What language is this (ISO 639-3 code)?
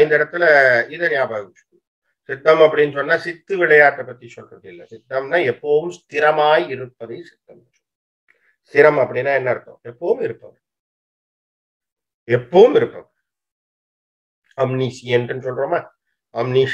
tam